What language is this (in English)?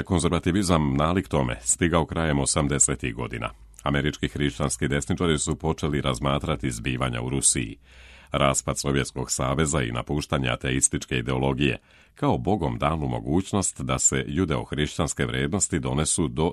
Serbian